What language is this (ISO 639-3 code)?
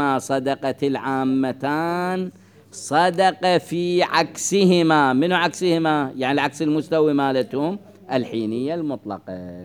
acm